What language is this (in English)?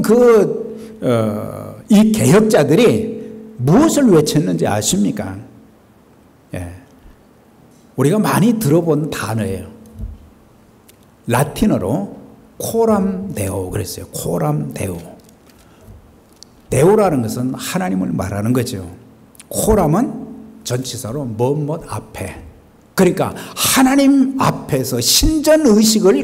Korean